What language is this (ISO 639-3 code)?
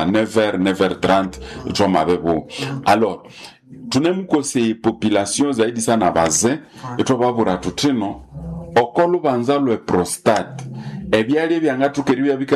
nnb